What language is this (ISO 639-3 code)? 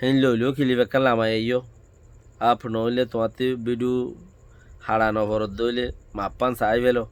rhg